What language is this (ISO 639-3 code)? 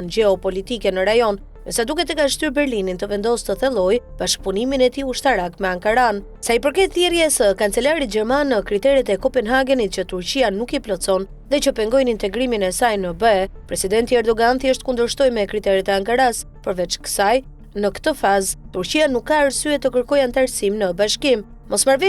sqi